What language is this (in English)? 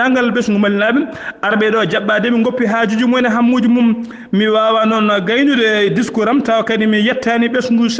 Fula